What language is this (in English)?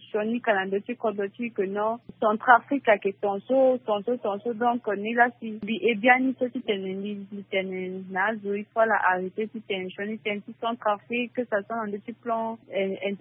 Sango